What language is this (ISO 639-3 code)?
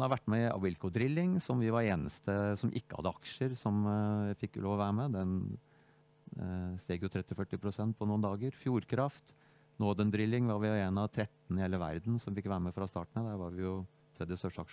nor